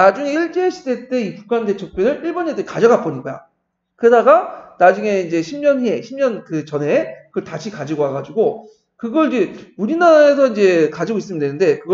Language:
Korean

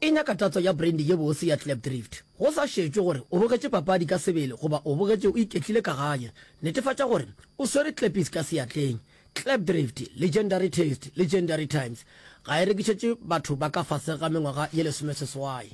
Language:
Northern Sotho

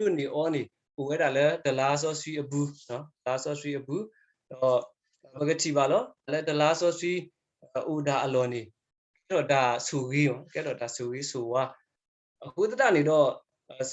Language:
S'gaw Karen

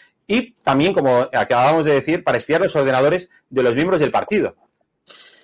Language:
Spanish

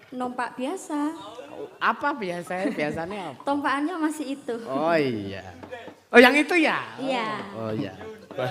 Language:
Javanese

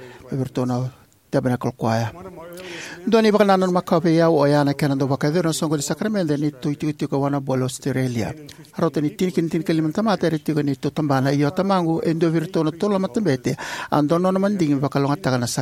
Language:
Fijian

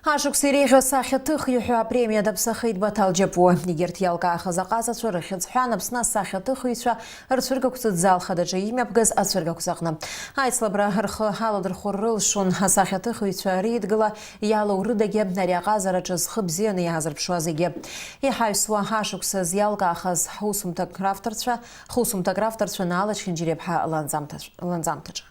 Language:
Abkhazian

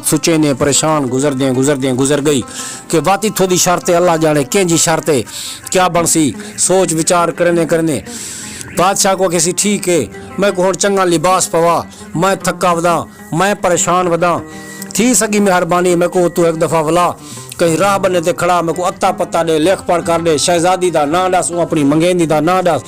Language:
Saraiki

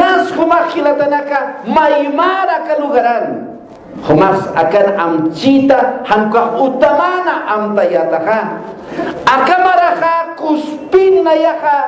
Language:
Aymara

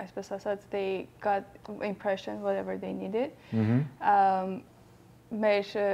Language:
Western Armenian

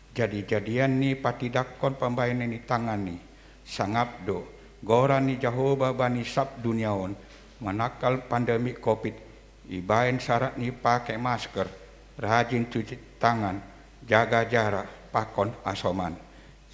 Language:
Batak Simalungun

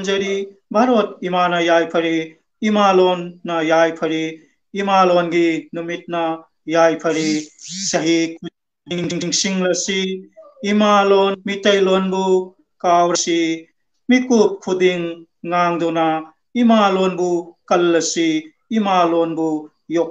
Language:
Manipuri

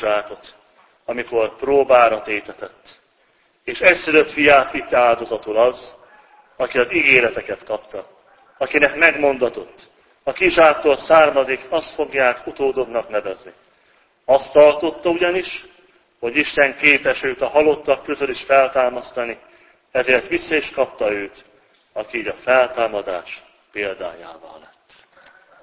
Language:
Hungarian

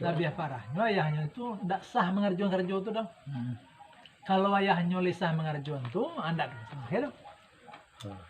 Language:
Minangkabau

